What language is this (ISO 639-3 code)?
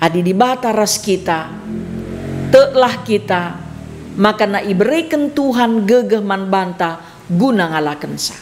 btx